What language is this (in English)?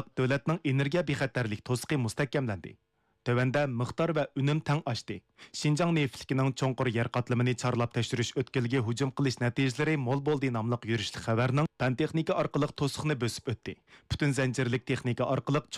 Uyghur